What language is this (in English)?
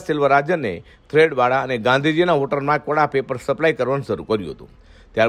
Gujarati